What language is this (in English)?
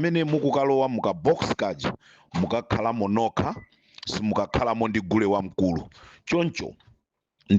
Nyanja